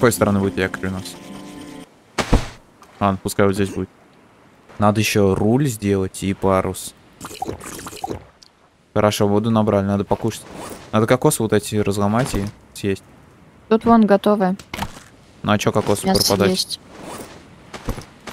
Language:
Russian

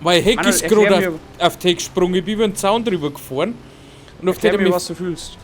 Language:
Bavarian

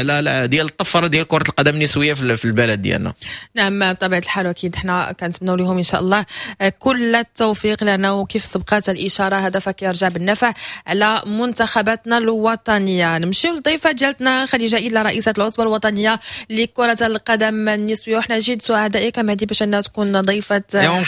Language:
Moroccan Arabic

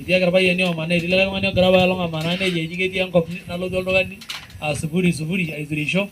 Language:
Masai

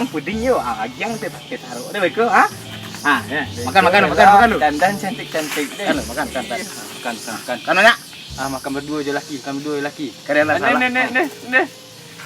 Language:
Minangkabau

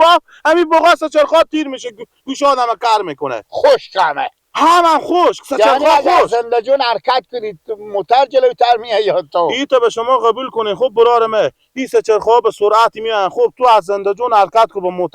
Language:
Persian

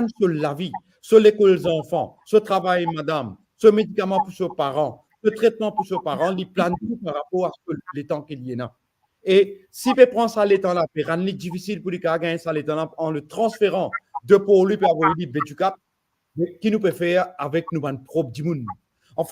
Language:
Morisyen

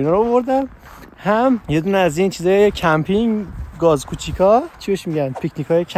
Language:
Persian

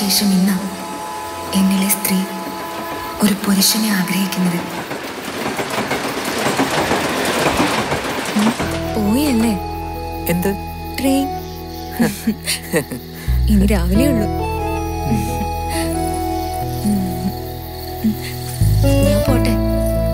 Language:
Malayalam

